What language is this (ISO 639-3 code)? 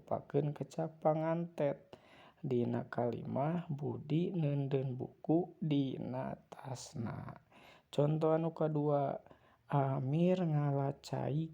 sun